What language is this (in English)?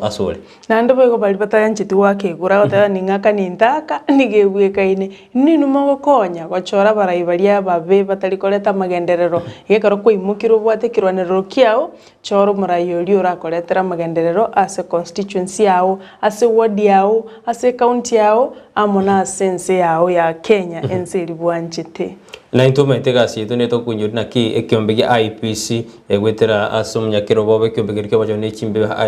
Gusii